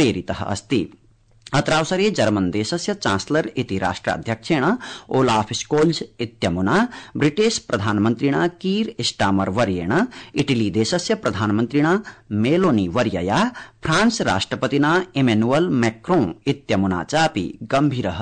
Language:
Sanskrit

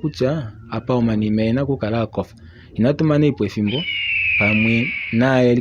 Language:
Kuanyama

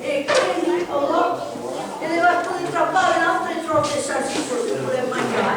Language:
Occitan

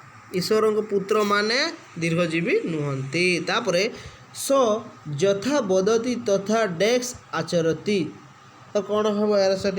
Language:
Odia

